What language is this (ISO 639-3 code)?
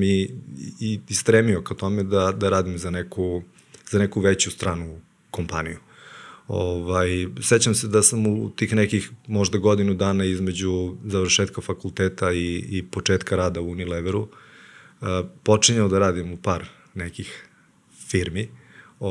srp